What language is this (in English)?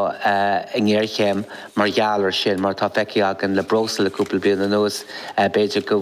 Irish